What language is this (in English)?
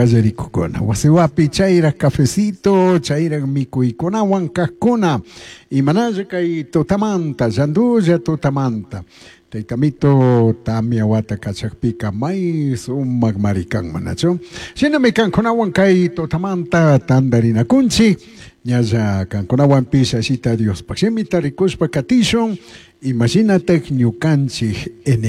Chimborazo Highland Quichua